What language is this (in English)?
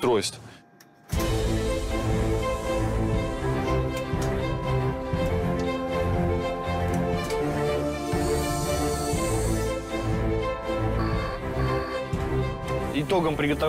Russian